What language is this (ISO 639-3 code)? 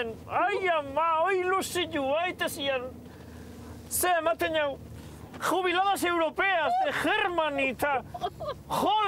eus